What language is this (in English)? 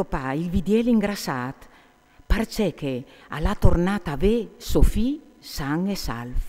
Friulian